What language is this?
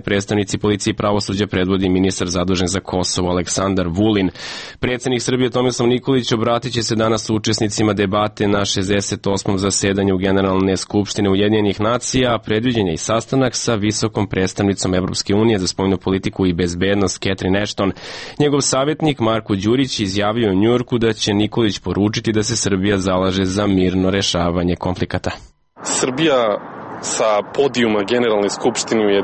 Serbian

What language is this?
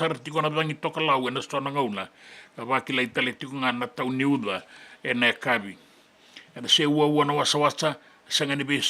Fijian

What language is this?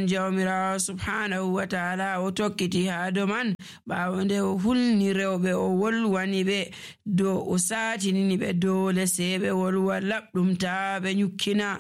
Nigerian Fulfulde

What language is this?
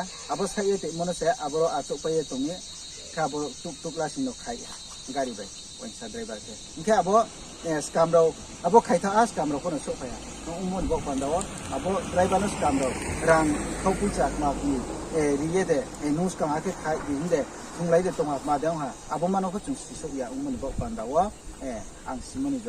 Riang (India)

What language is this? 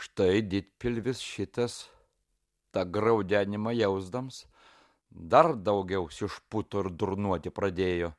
Lithuanian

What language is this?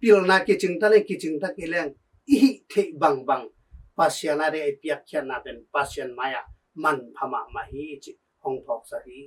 Tedim Chin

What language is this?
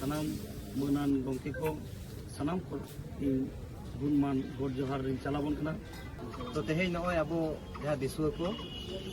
Santali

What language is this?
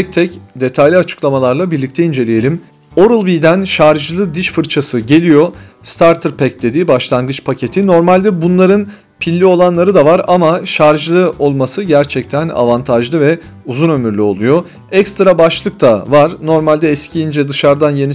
Turkish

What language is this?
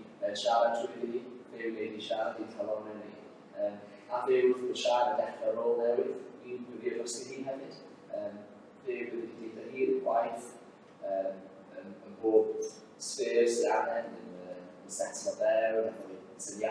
Welsh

